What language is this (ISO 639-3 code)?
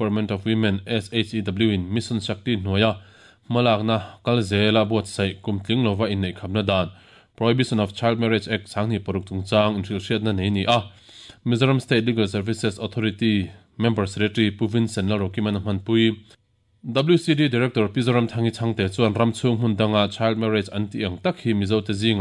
lus